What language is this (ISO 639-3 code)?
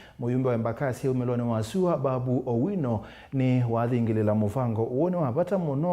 kam